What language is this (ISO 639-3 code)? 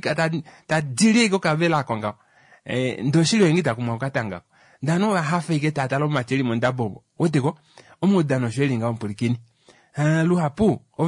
kua